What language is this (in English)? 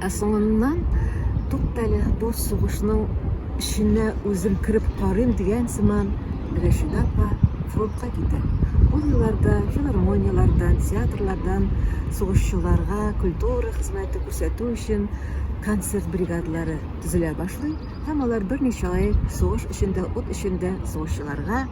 Tatar